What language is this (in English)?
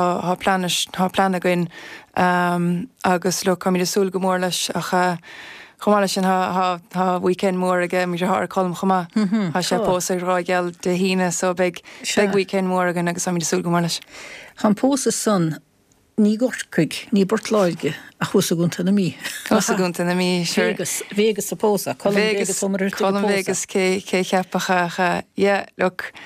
Irish